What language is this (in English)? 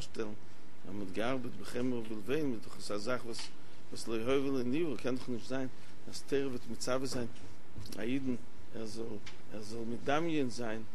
Yiddish